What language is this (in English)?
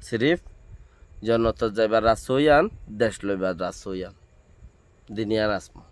Rohingya